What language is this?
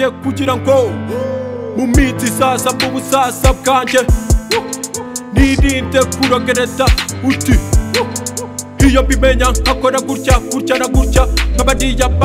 Kinyarwanda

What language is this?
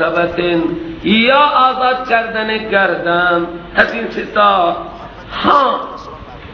Persian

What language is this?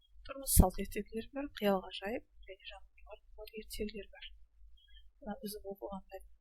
Kazakh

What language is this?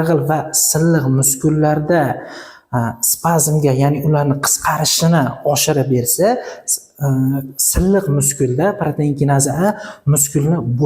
Uzbek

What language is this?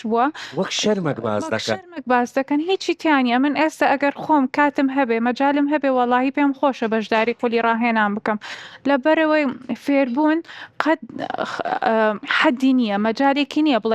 Central Kurdish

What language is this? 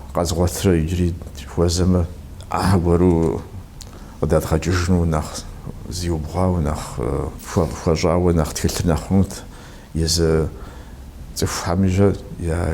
Kabardian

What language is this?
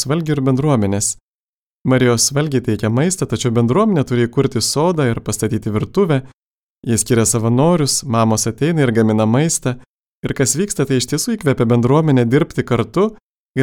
Lithuanian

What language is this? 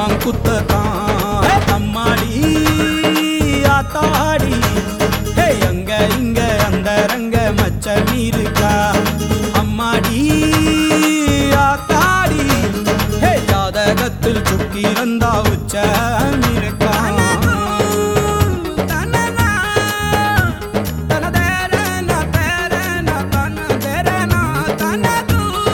Tamil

